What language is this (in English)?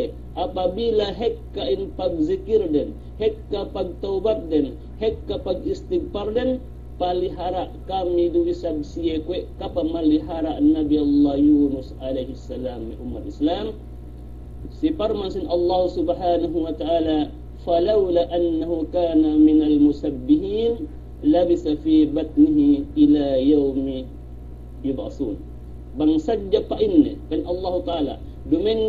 Yakan